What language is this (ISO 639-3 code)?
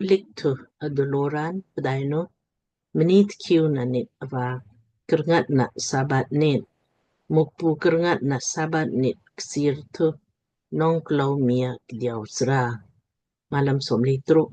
lmk